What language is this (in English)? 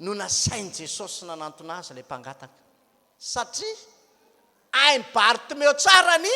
Malagasy